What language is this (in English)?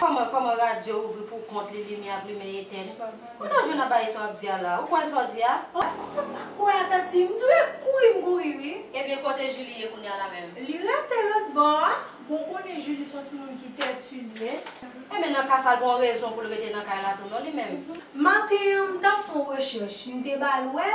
Haitian Creole